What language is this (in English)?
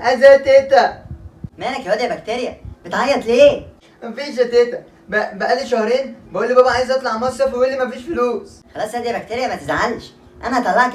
Egyptian Arabic